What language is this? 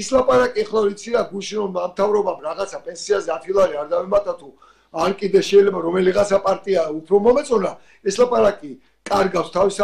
Georgian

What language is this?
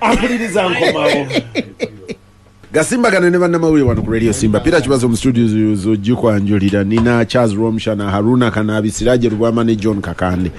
Ganda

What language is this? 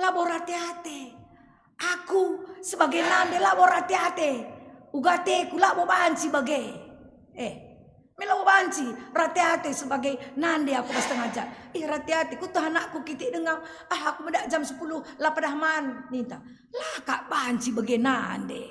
Batak Karo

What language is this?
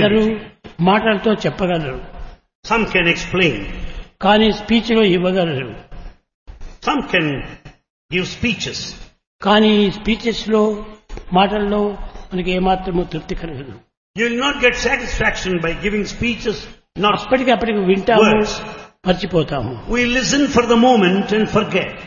Telugu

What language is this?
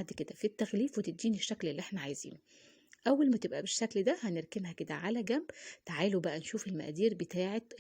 Egyptian Arabic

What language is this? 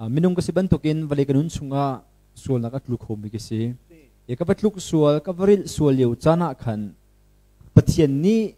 Hakha Chin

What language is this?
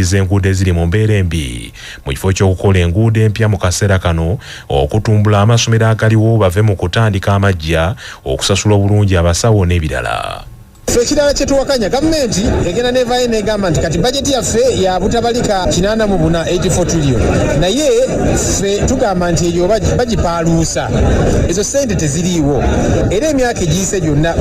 Ganda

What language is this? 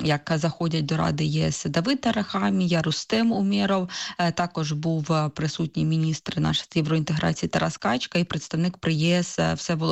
Ukrainian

